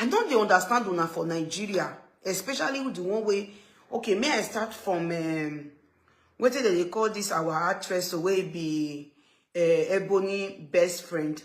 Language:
Nigerian Pidgin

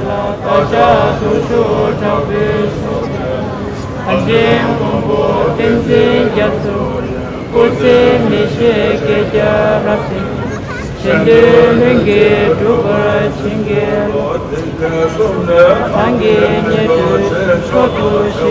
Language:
Tibetan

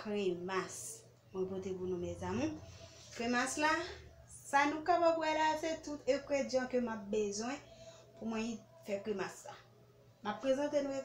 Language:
Haitian Creole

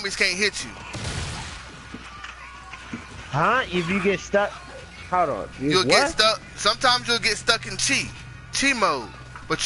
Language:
English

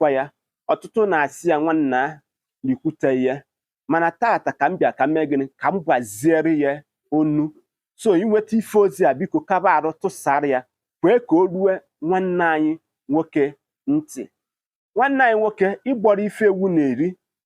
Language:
Igbo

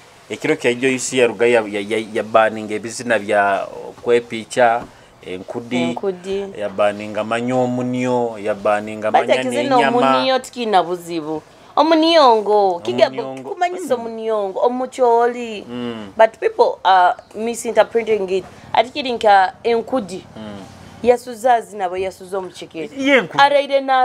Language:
Nyoro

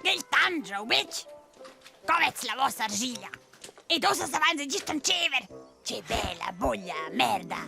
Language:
Romansh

